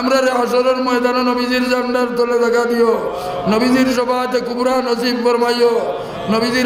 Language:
Sylheti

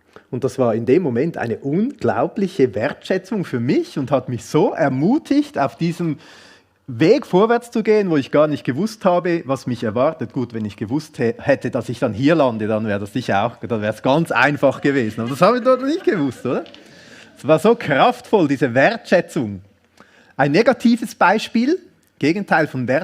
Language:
Swiss German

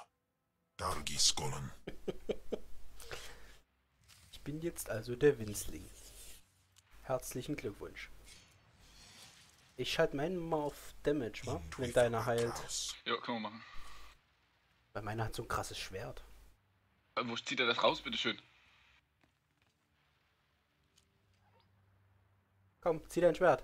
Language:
German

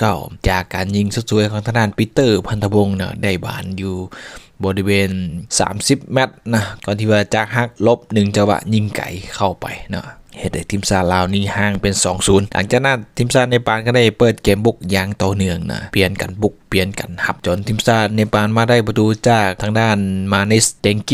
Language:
Lao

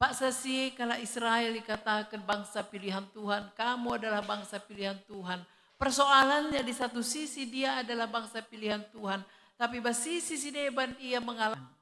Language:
Batak Karo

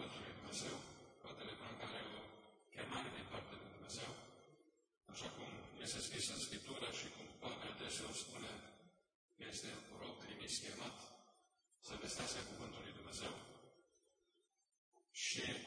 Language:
Romanian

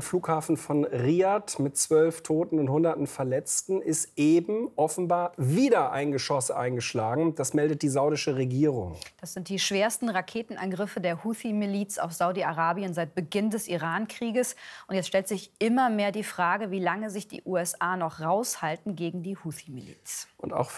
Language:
German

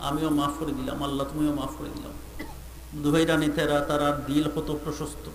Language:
Sylheti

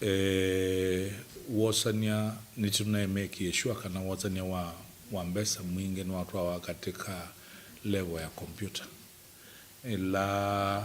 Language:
Kamba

